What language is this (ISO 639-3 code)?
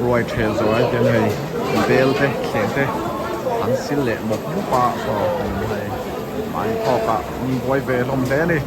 lus